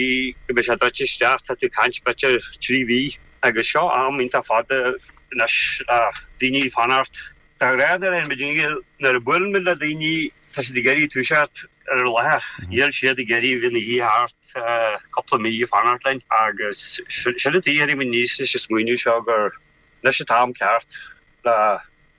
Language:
Irish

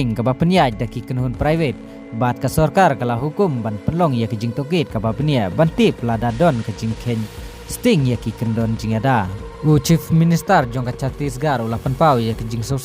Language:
Khasi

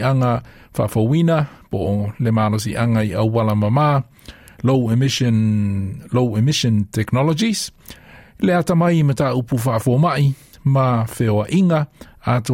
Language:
Samoan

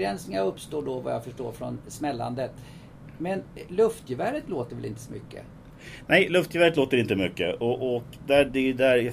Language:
Swedish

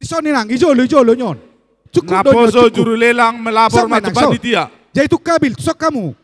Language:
Batak Toba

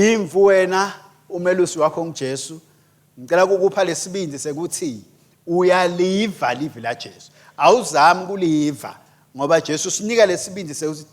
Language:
Swati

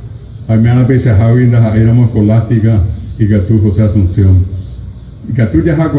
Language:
Guarani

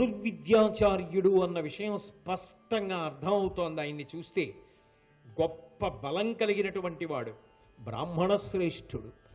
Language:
Telugu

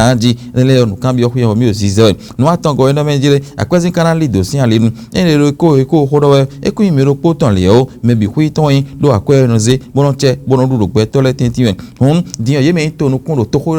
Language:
Fon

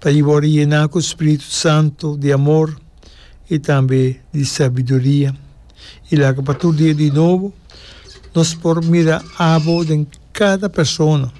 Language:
Papiamento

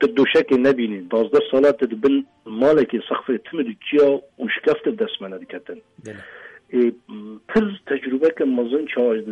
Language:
Kurdish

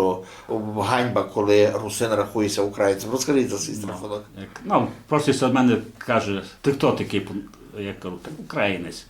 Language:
Rusyn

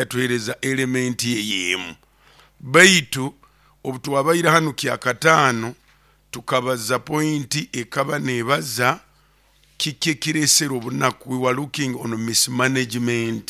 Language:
Nyoro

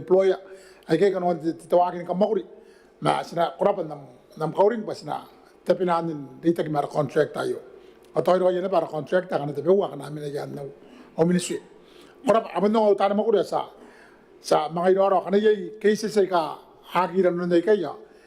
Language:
Gilbertese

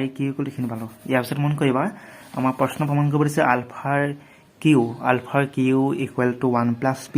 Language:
Assamese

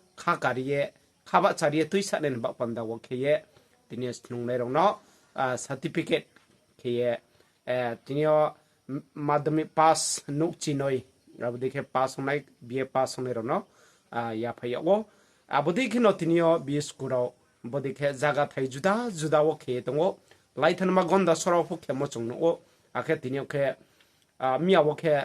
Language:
Riang (India)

